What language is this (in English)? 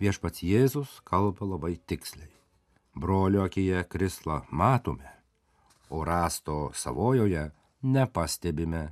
Lithuanian